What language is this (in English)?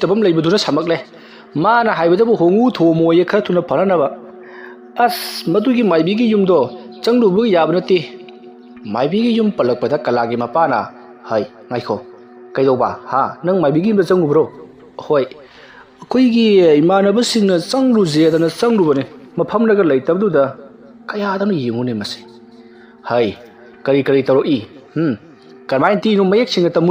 Manipuri